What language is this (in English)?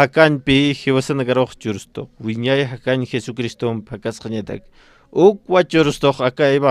Aymara